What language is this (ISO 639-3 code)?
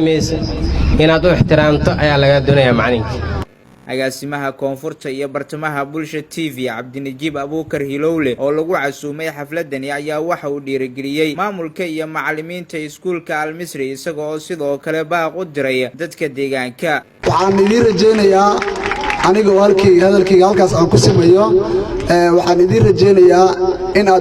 som